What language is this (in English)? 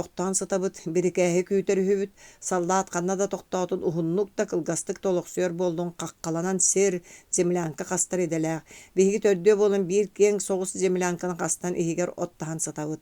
Yakut